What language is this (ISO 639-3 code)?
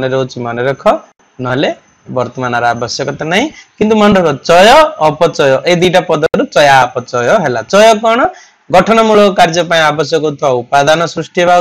ori